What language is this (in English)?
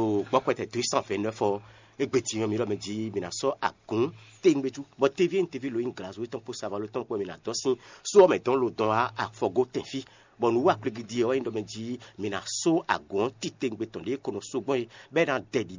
Fon